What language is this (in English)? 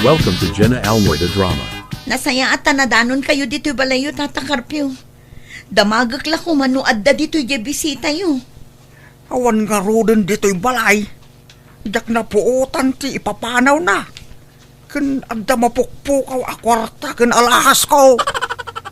Iloko